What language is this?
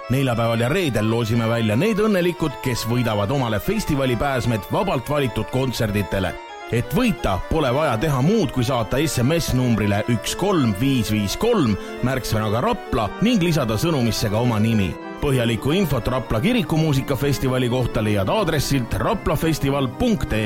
Estonian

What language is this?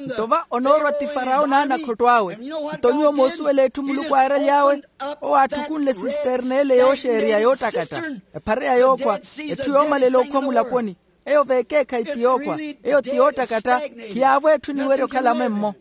Makhuwa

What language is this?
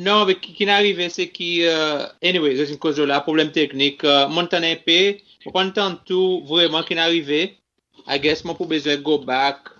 Seselwa Creole French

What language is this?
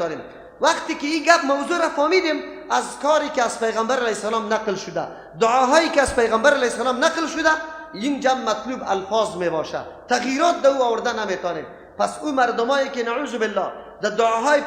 Persian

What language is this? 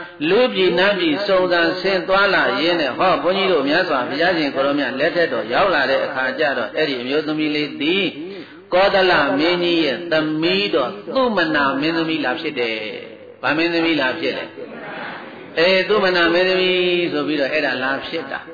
Burmese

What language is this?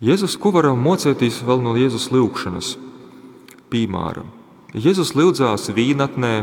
Latgalian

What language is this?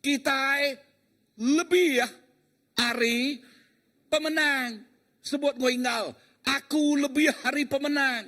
Iban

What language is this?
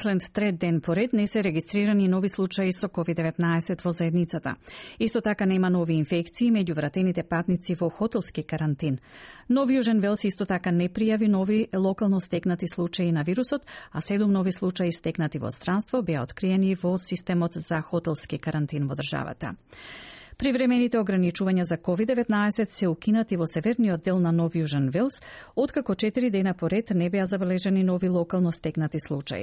Macedonian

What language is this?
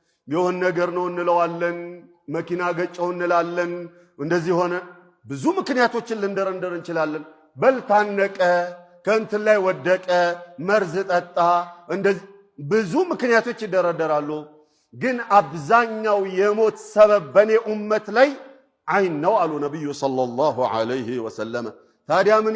Amharic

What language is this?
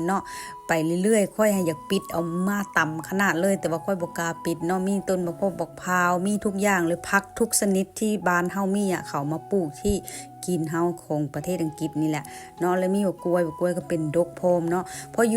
Lao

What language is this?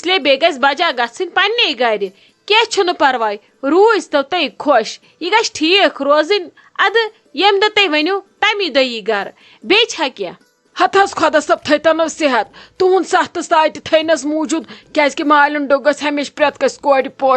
Kashmiri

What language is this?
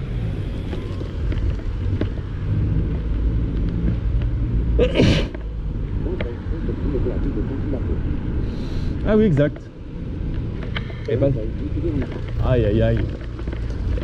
French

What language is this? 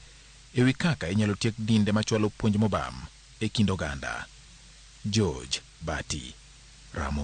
Luo (Kenya and Tanzania)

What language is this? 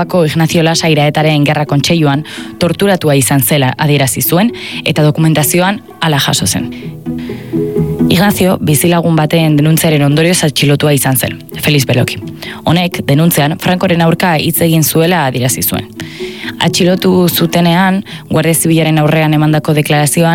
Basque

